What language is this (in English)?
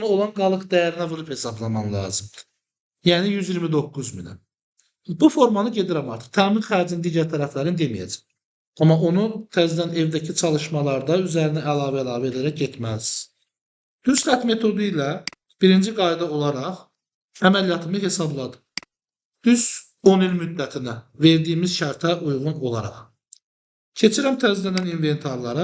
Azerbaijani